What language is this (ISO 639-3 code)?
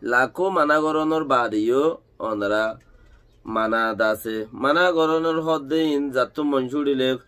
rhg